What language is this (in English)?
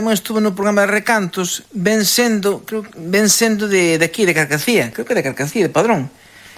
Galician